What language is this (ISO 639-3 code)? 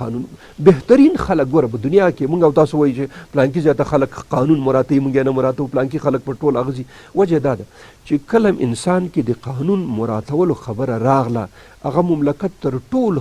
pus